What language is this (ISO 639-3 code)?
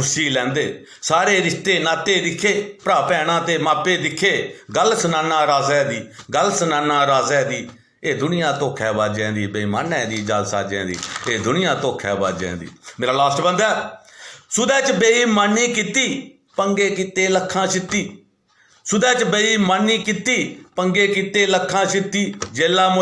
doi